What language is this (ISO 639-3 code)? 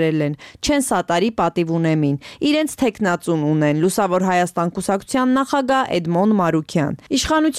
hye